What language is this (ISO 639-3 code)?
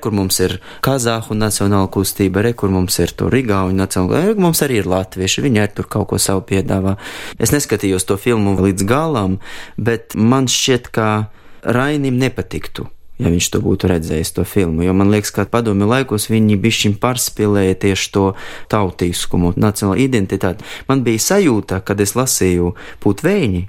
lav